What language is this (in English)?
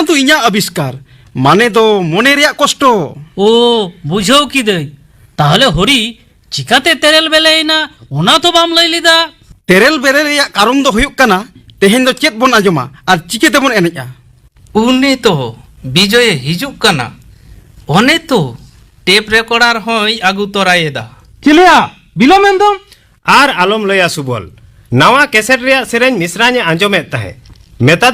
Santali